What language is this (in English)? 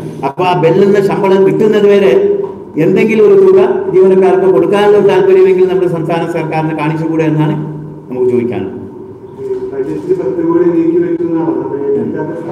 Malayalam